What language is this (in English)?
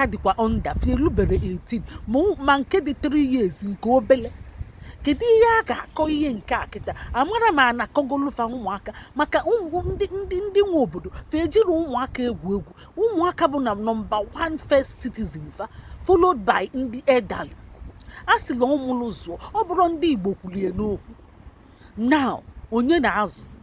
Igbo